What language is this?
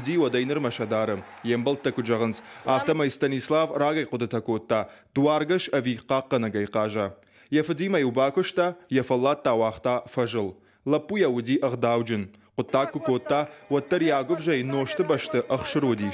Ossetic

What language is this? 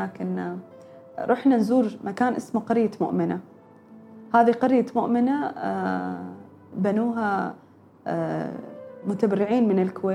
Gulf Arabic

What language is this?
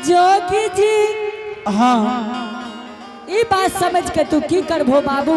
Angika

